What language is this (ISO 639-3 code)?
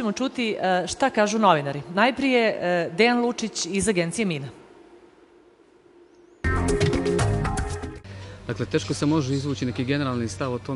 srp